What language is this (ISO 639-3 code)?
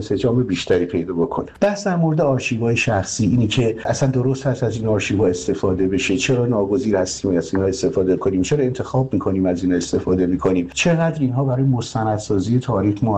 fas